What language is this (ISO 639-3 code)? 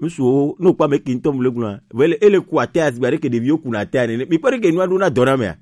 gej